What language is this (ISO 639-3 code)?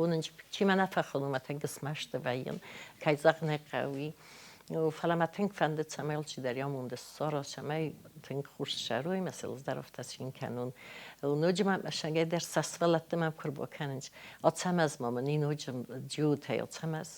oss